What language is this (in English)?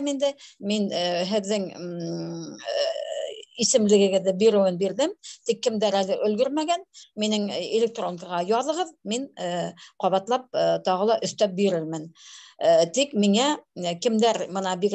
Bashkir